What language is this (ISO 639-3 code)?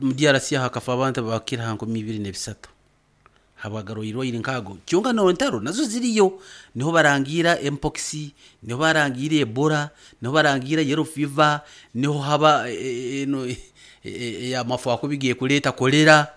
nyn